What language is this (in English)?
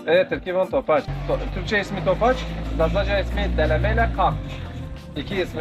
Zaza